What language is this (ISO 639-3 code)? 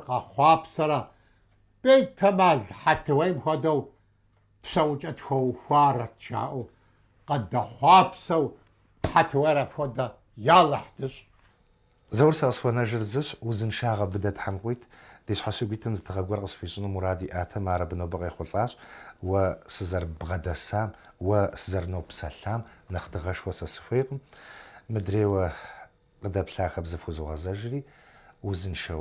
kbd